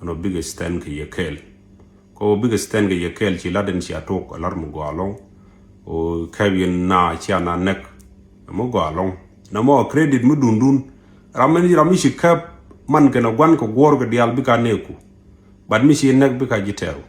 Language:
Nuer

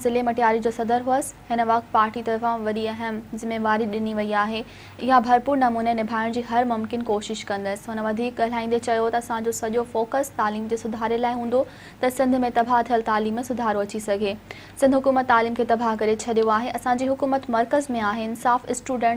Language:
Sindhi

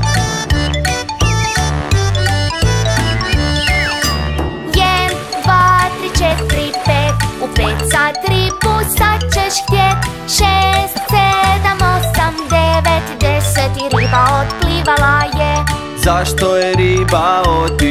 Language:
Croatian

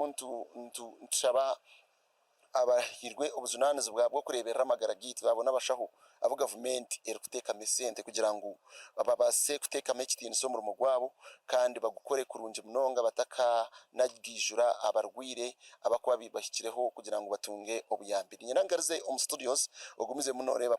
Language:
Nyankole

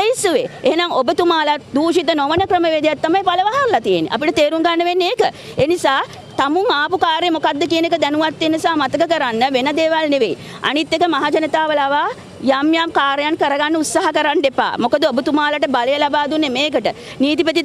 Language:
Sinhala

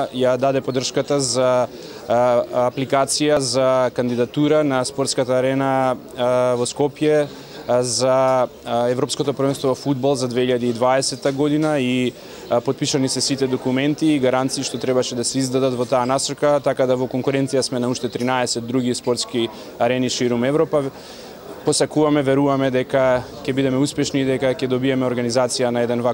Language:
Macedonian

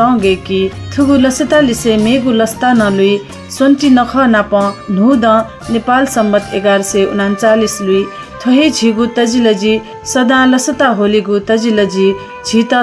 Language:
Newari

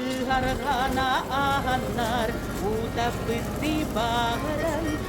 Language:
Yakut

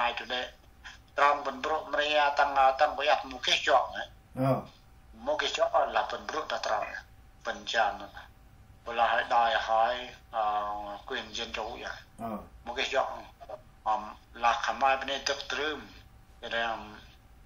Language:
Central Mnong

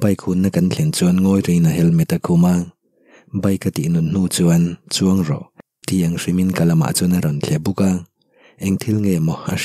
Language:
Mizo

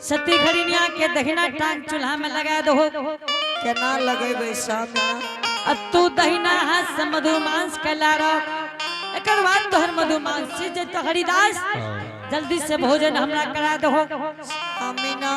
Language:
Angika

